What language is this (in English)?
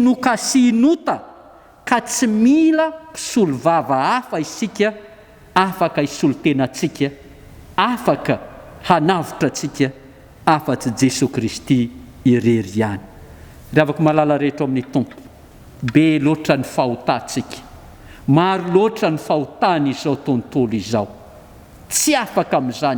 Malagasy